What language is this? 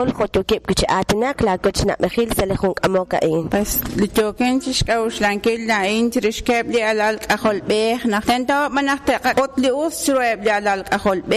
Kekchí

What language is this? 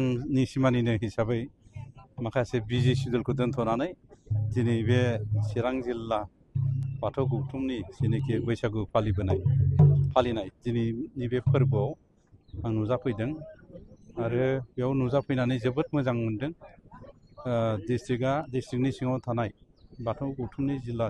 Bodo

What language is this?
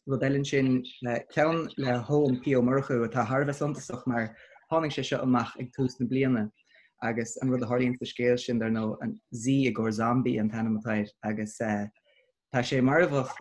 Irish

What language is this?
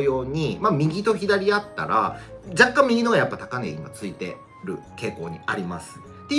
Japanese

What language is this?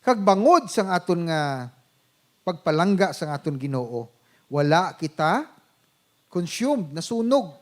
Hiligaynon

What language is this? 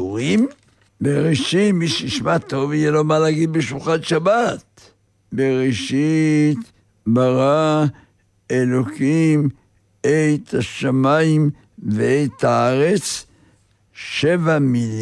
Hebrew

